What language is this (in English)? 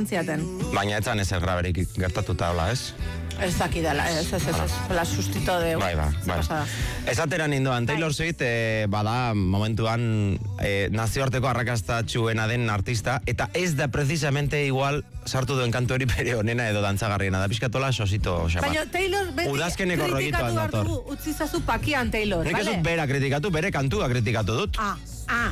Basque